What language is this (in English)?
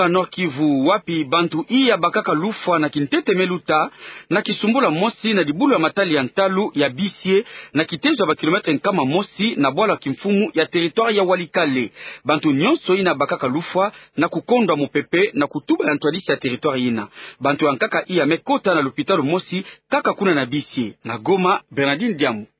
Kituba (Democratic Republic of Congo)